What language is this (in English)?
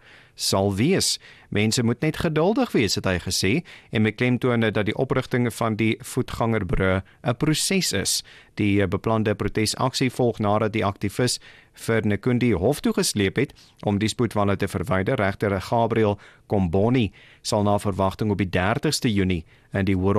Afrikaans